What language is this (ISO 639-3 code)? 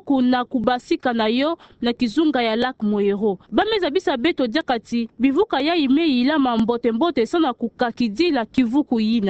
ktu